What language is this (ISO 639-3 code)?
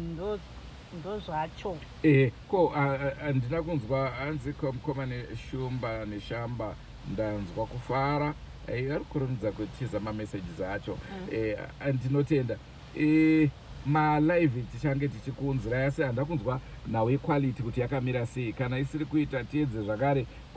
sna